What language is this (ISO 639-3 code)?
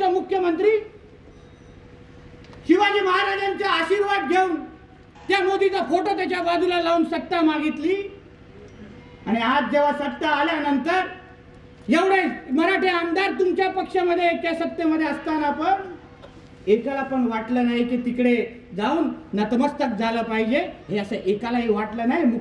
mar